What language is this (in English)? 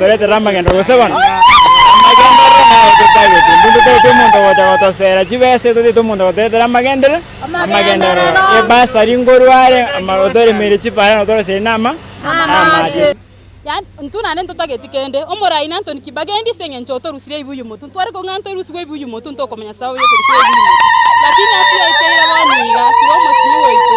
Gusii